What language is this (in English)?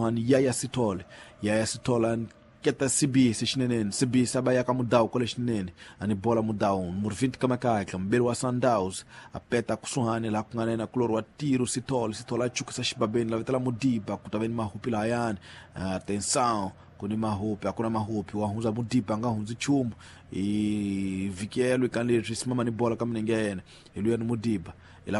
Tsonga